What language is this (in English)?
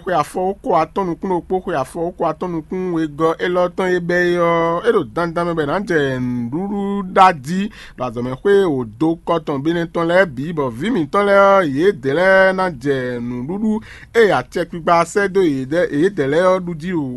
Fon